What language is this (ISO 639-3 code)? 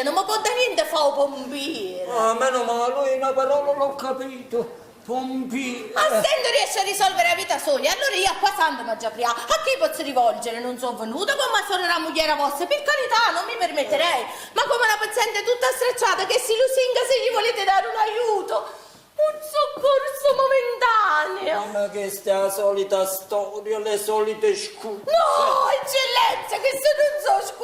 nap